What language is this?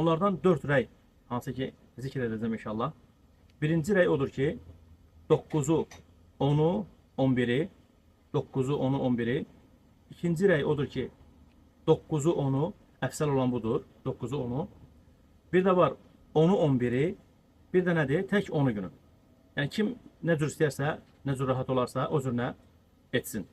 Azerbaijani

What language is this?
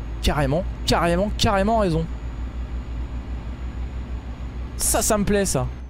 French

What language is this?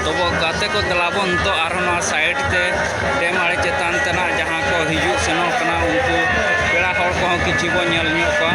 Santali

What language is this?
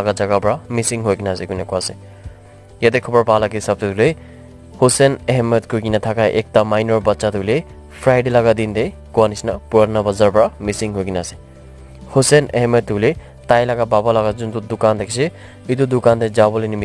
Naga Pidgin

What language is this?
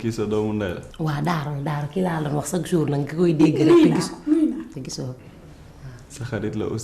Wolof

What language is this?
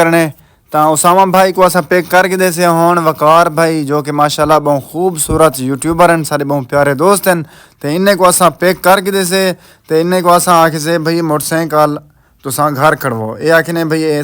Saraiki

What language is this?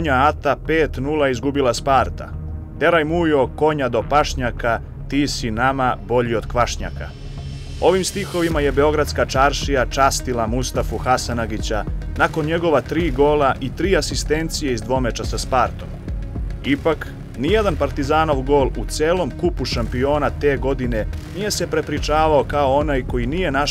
Serbian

